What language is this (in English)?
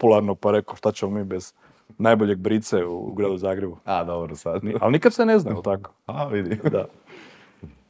Croatian